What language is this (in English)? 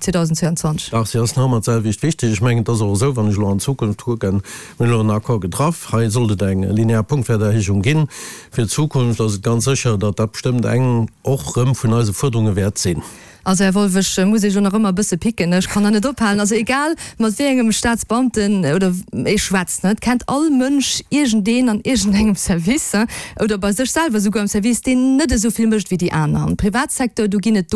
Luxembourgish